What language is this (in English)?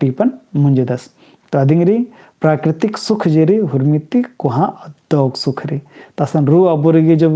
Kurukh